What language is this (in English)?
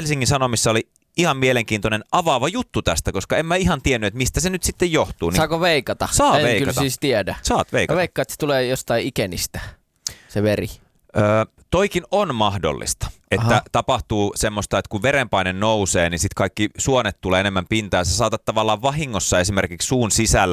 Finnish